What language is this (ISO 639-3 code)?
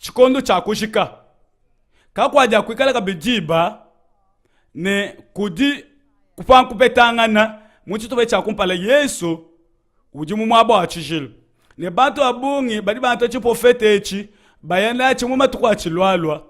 lua